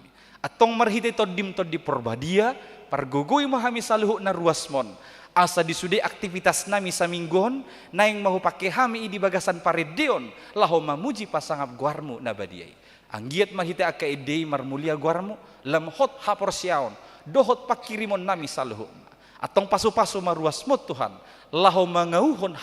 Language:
Batak Toba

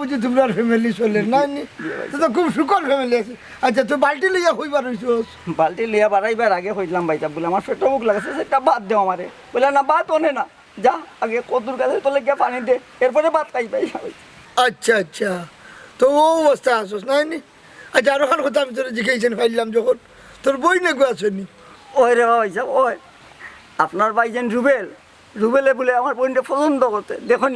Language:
Sylheti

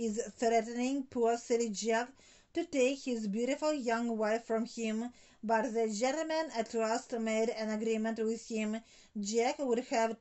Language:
English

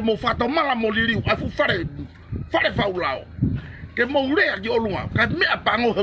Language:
Tongan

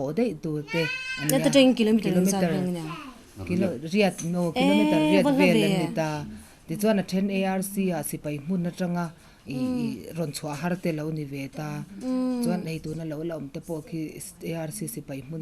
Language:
Mizo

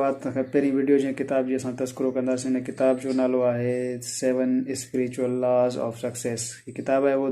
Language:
Sindhi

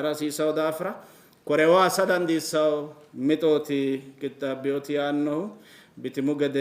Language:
Sidamo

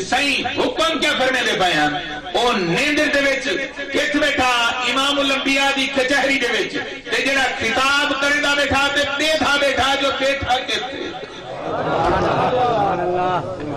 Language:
Saraiki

